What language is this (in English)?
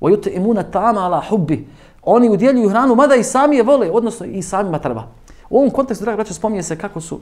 Bosnian